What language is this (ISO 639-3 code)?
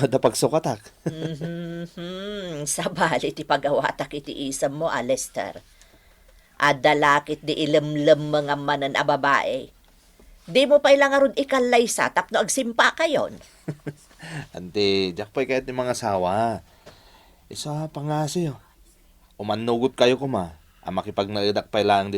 ilo